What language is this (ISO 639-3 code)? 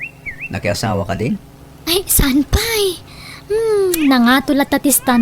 ilo